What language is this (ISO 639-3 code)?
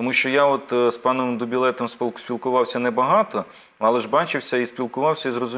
ukr